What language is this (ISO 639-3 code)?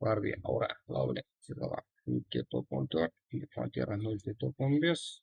kaa